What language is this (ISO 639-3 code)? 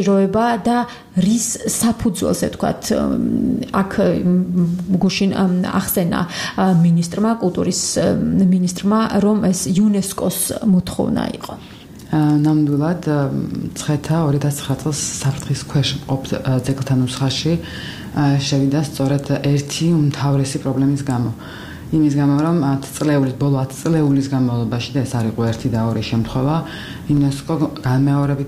kat